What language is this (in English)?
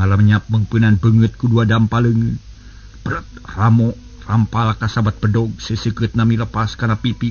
Sundanese